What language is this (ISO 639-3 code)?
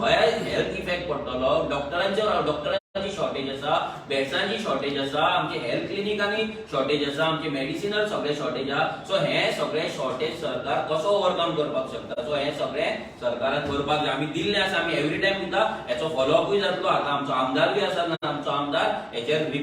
kok